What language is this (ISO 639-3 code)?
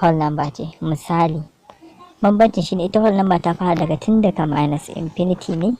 hau